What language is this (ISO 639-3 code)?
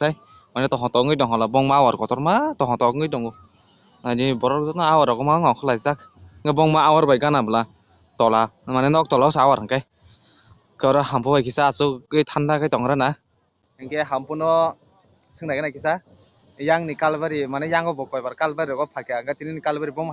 trp